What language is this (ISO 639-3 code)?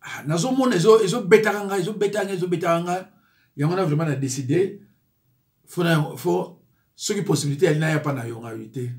lin